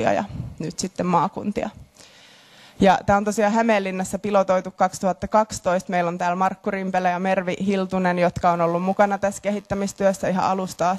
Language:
Finnish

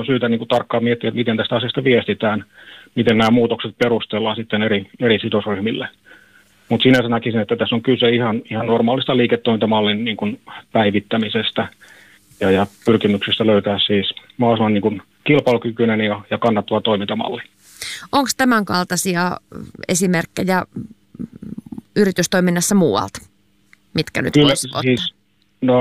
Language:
Finnish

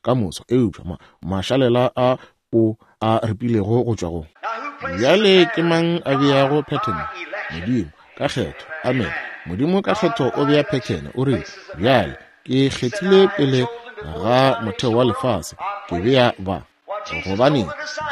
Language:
Northern Sotho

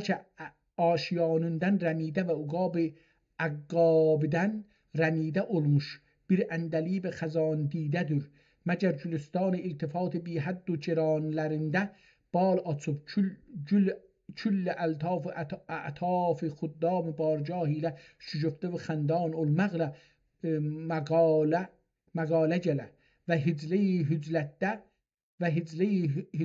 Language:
South Azerbaijani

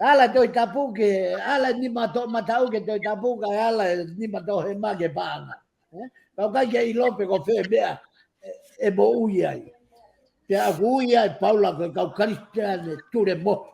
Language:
Tongan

